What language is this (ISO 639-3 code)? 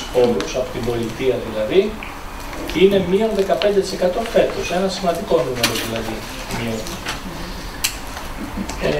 ell